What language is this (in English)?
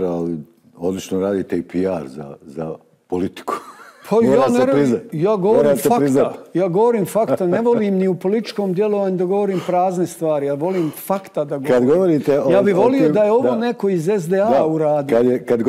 Bosnian